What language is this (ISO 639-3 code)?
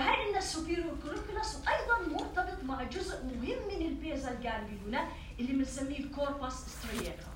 apc